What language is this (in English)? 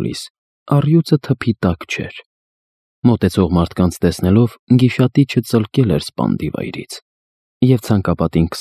Armenian